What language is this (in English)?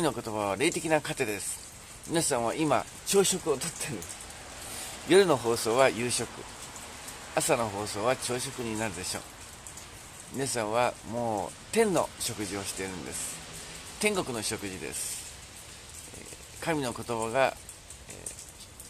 Japanese